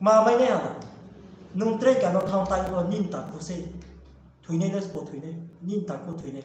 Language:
Riang (India)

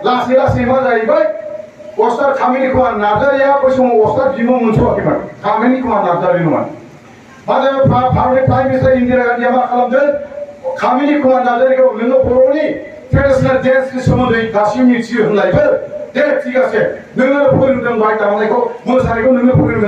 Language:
Bodo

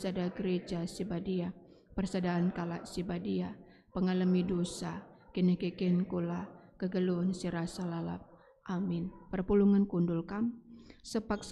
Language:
Batak Karo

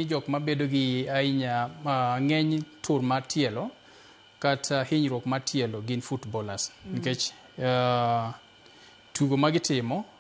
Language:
Luo (Kenya and Tanzania)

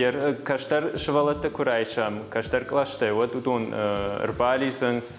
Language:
Ossetic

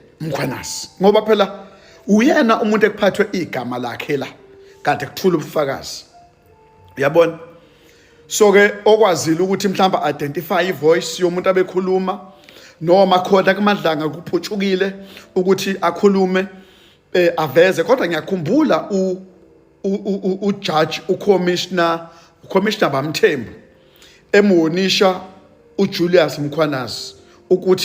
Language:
Zulu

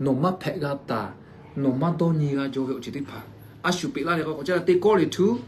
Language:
Lahu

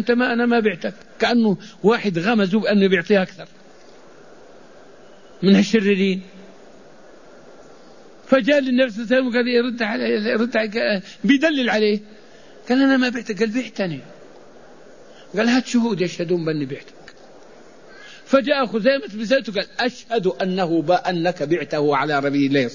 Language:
Arabic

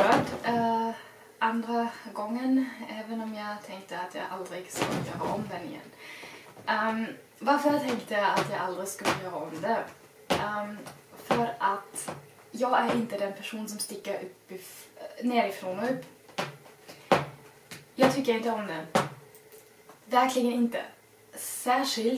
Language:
Swedish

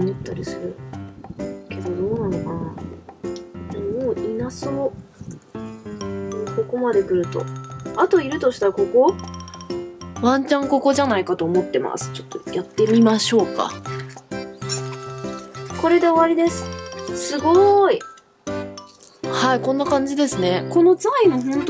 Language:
Japanese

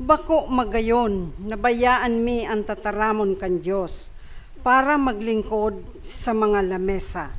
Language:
Bikol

